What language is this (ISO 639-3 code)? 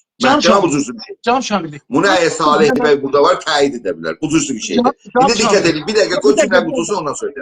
azb